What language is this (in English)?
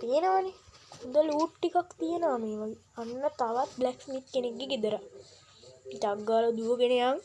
Sinhala